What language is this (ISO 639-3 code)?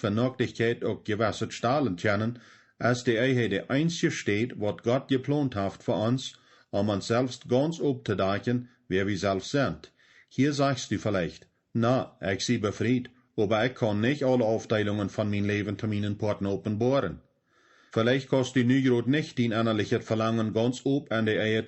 pdt